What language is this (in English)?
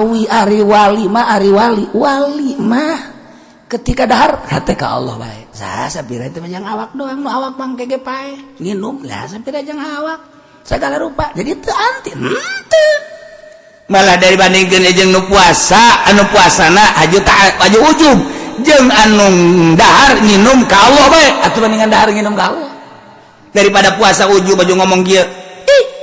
Sundanese